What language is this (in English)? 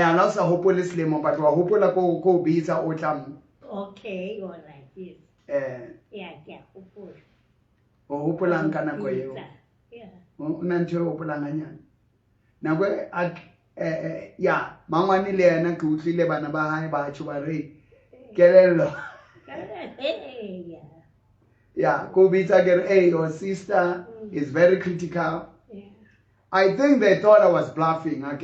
Southern Sotho